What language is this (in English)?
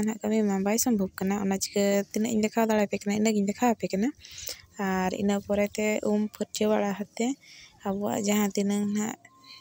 Santali